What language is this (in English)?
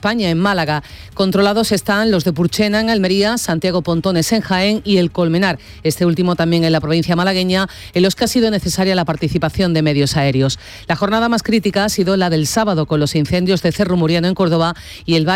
Spanish